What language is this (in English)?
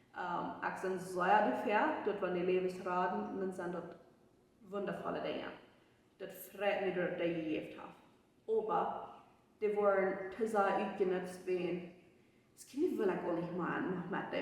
Plautdietsch